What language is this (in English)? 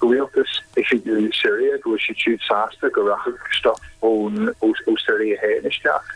Irish